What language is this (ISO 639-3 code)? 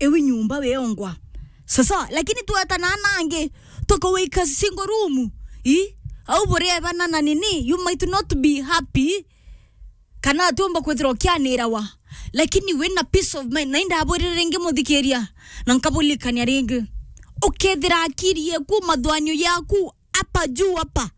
mer